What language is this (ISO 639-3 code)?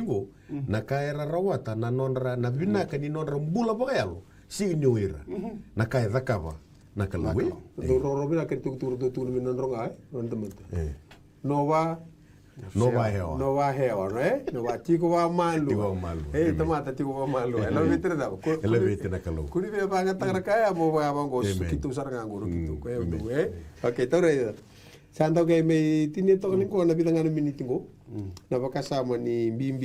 fij